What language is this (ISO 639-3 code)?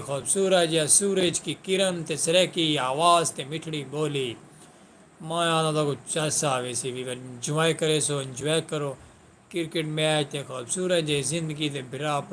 skr